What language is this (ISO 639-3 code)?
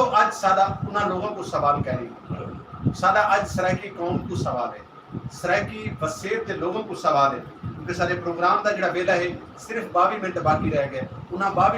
skr